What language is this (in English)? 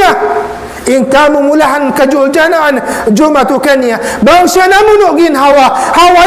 Tausug